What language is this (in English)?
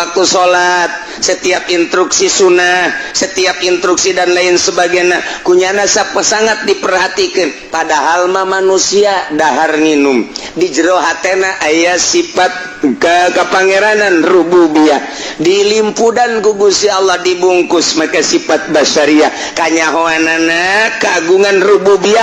Sundanese